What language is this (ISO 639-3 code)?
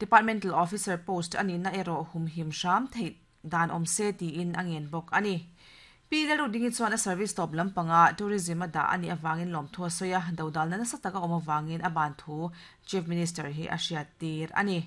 lus